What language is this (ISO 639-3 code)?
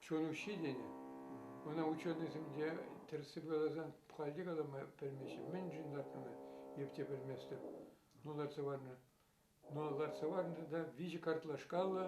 chv